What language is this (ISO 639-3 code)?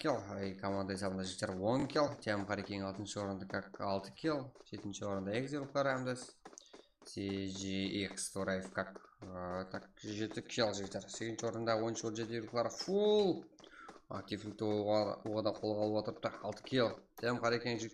kaa